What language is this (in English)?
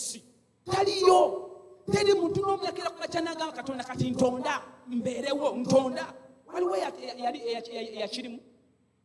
Ganda